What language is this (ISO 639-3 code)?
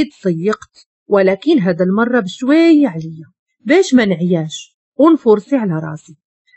ary